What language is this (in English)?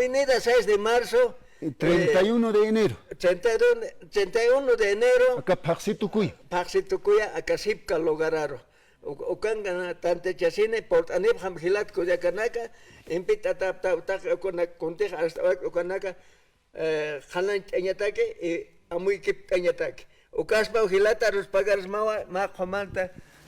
Aymara